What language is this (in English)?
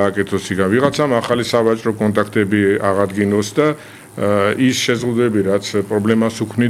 Georgian